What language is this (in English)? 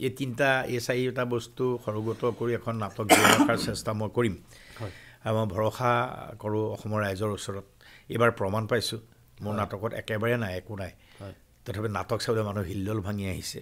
Assamese